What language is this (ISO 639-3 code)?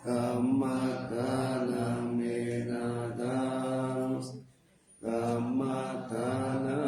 pli